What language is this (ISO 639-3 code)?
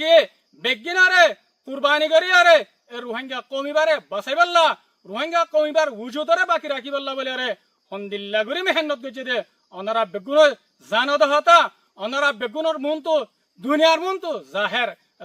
rhg